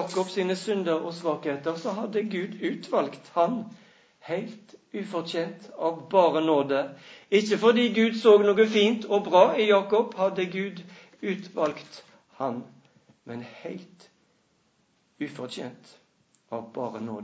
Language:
Norwegian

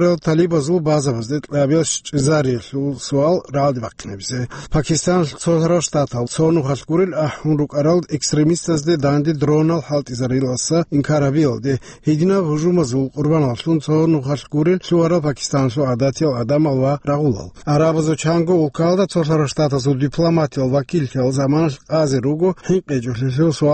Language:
Avaric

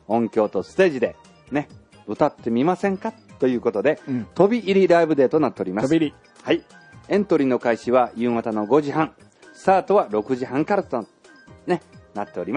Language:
Japanese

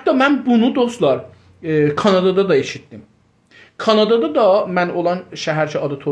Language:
South Azerbaijani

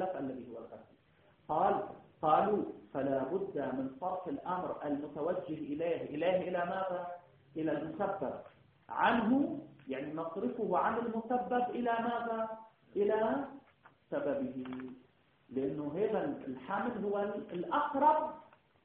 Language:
Arabic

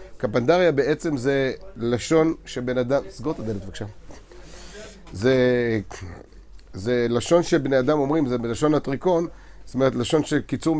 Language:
Hebrew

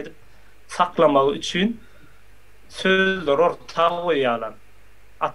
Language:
Turkmen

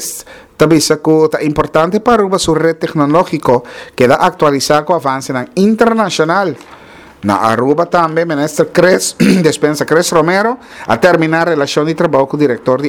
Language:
Papiamento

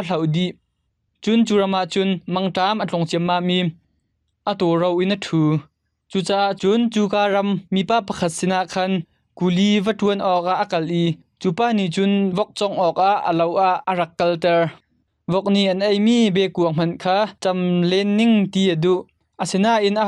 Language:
Hakha Chin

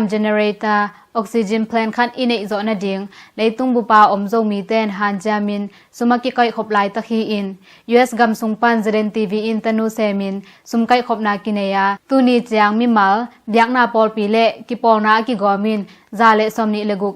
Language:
Tedim Chin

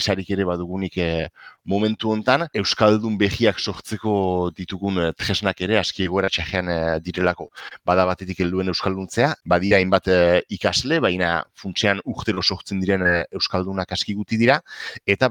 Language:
Basque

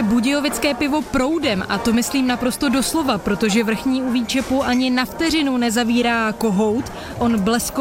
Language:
Czech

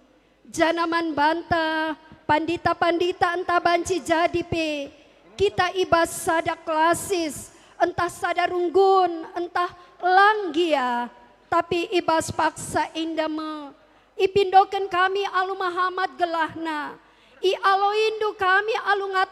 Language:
Batak Karo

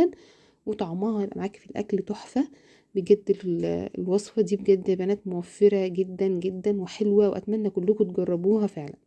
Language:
Egyptian Arabic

